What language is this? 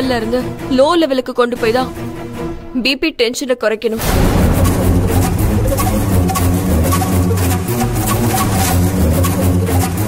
Tamil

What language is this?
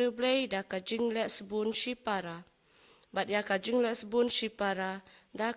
Khasi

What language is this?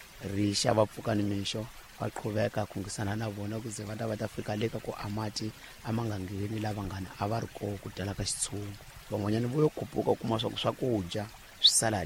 Tsonga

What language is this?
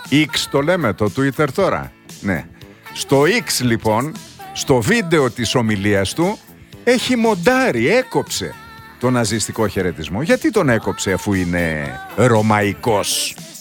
Greek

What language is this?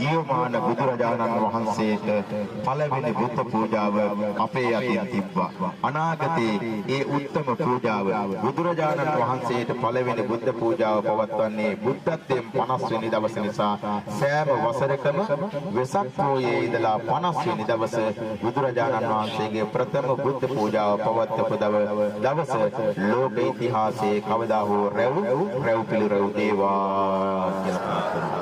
Sinhala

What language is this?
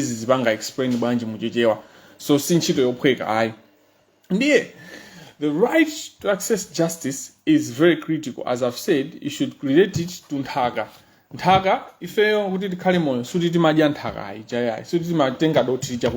Nyanja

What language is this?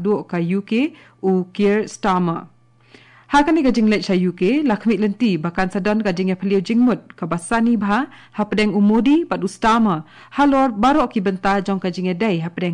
Khasi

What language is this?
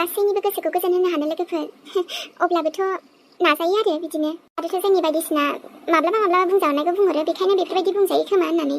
Bodo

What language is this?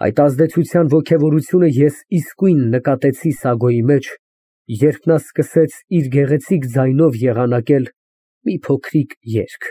Armenian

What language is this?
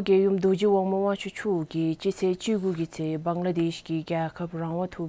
Dzongkha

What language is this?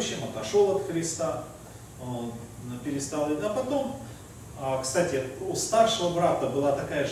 Russian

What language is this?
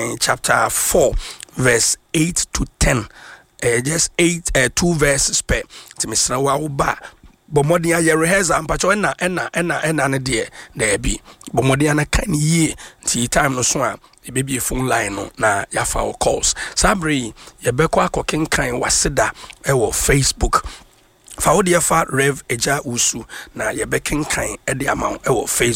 Akan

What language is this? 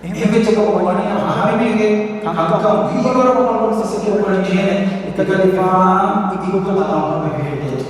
Divehi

